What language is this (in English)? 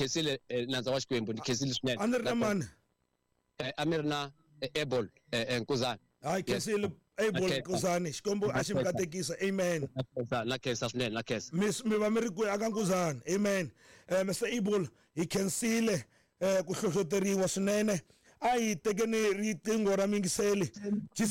Tsonga